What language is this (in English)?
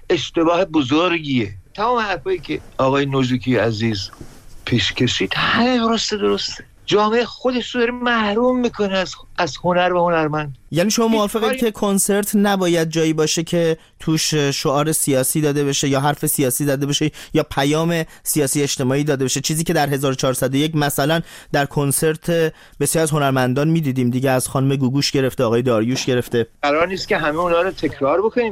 Persian